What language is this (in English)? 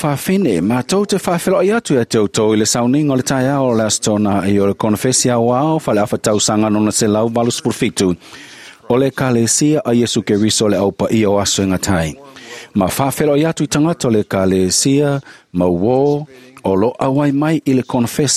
Samoan